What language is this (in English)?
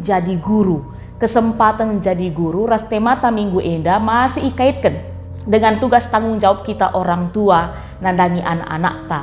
Batak Karo